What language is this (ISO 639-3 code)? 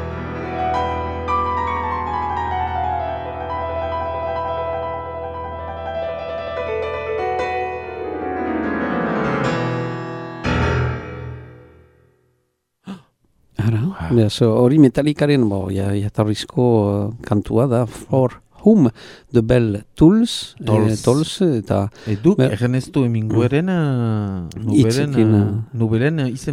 eus